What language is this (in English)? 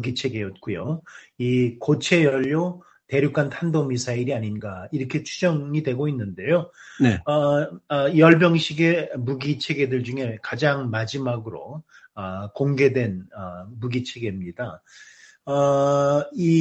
Korean